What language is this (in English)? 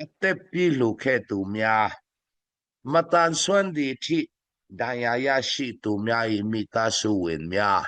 Falam Chin